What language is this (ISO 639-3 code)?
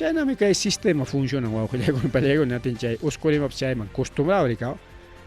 quy